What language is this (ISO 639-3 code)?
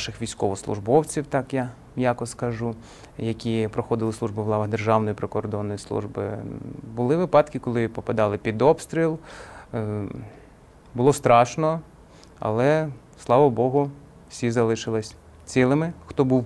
ukr